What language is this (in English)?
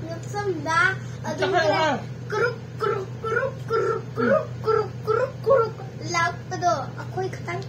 Manipuri